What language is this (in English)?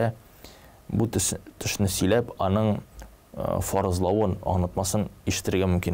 Tatar